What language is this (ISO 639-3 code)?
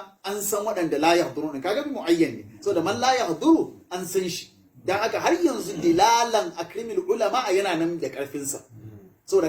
hau